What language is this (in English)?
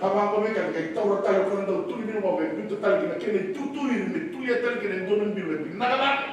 Fijian